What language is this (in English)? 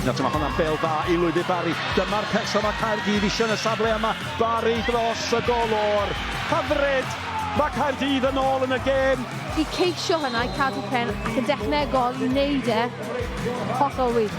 Welsh